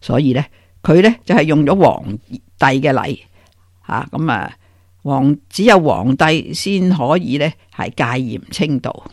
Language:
Cantonese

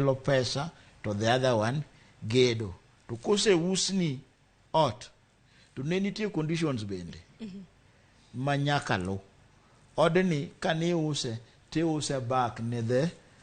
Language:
Luo (Kenya and Tanzania)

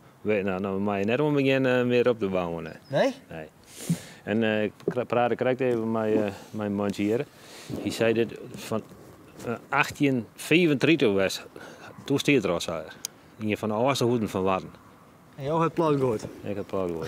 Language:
Western Frisian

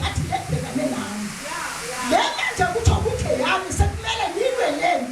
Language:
Zulu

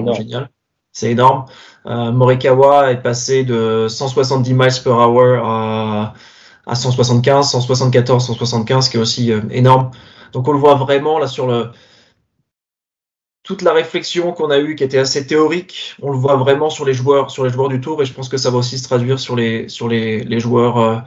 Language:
French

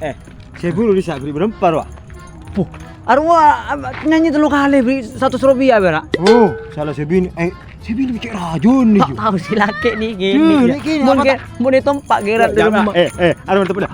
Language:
Madurese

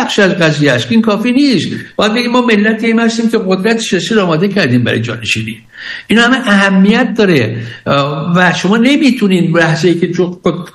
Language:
Persian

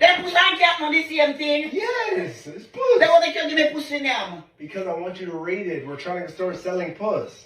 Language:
Jamaican Creole English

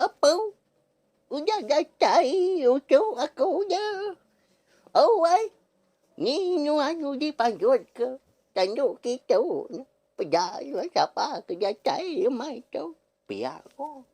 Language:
Iban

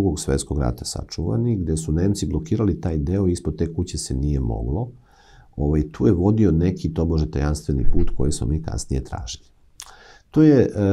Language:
Serbian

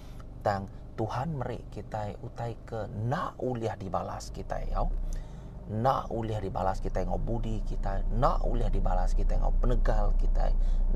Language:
Iban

